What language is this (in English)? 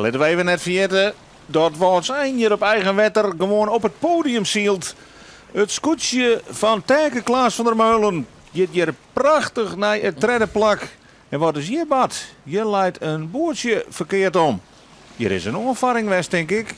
Western Frisian